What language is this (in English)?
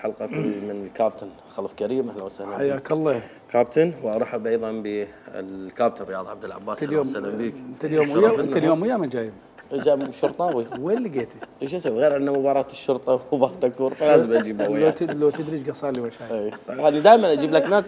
Mesopotamian Arabic